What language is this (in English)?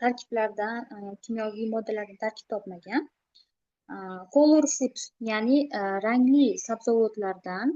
Uzbek